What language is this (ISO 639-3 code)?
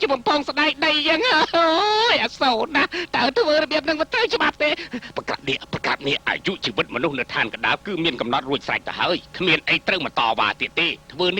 khm